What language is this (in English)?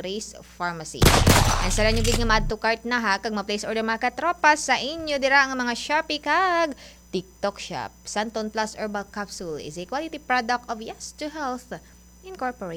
Hiligaynon